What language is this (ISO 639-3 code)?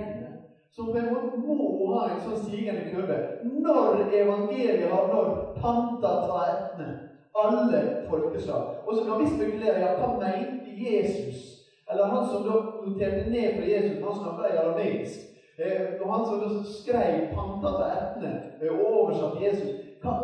nor